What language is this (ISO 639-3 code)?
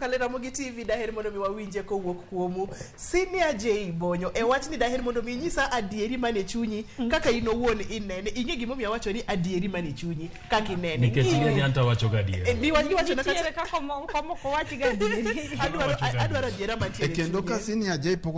luo